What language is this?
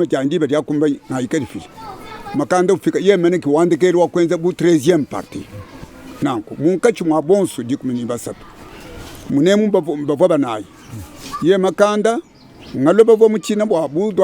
Luba-Lulua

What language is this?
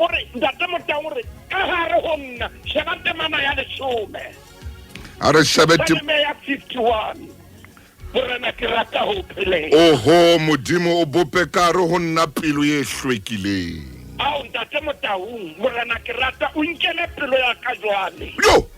Southern Sotho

